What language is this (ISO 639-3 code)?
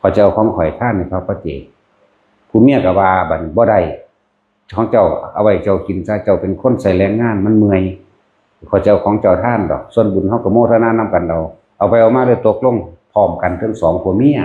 tts